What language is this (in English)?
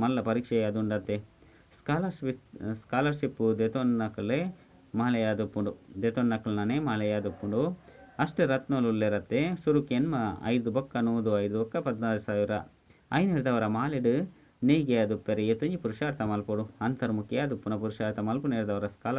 Tulu